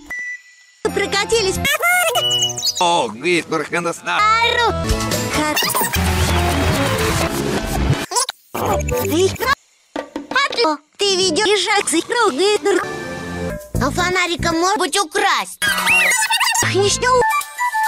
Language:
Russian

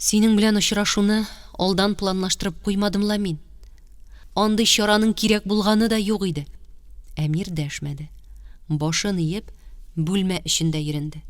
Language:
Tatar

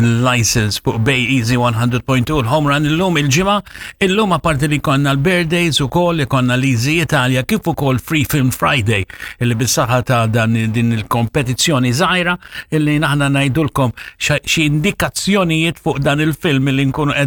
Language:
Maltese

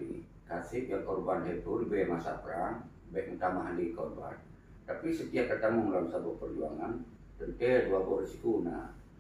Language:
Achinese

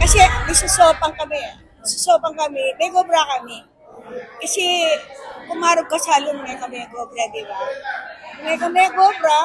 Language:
Pampanga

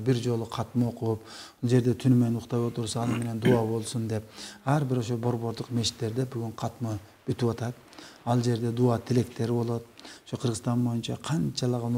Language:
Kyrgyz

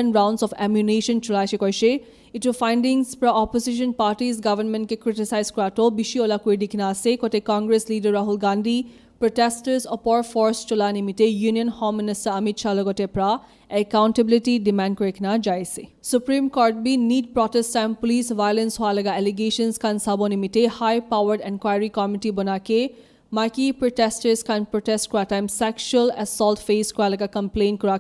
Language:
Naga Pidgin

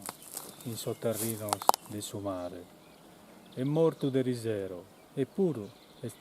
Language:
Sardinian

